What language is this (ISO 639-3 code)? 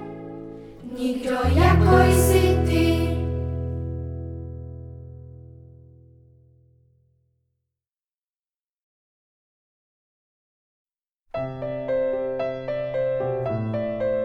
ces